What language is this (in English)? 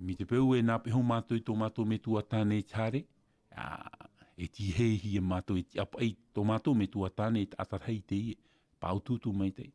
Tahitian